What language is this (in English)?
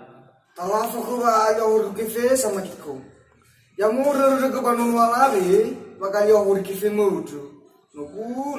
Nias